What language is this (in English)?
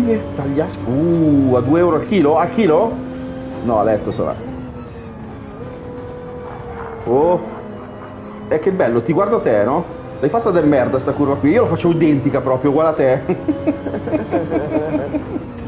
Italian